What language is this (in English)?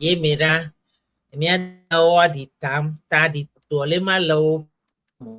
Ewe